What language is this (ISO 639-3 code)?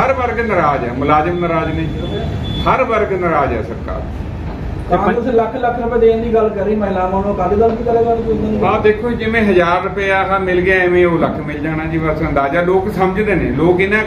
pan